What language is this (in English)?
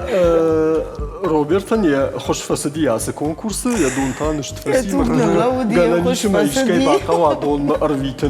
Ossetic